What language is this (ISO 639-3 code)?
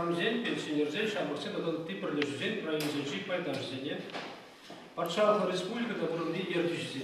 chv